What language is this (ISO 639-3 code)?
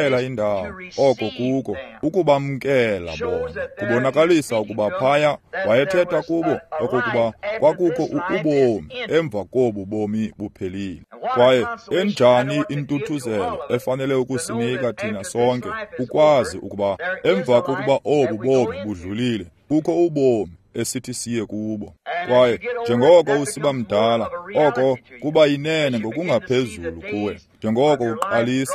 xho